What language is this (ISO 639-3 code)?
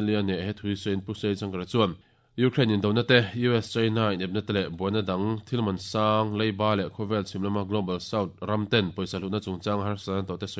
lus